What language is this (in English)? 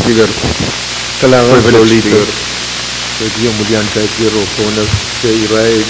Pohnpeian